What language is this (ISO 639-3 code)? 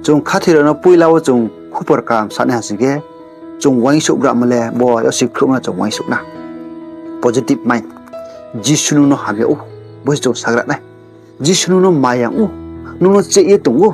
ria